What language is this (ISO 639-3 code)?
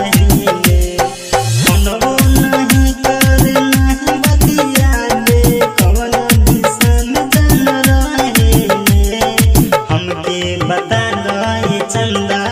bho